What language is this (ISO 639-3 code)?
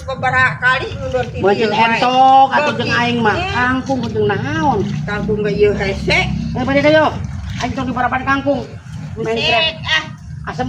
sun